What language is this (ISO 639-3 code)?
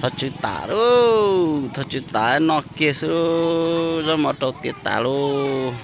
hmn